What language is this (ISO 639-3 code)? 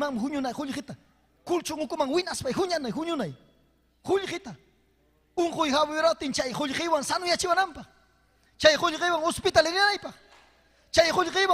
quy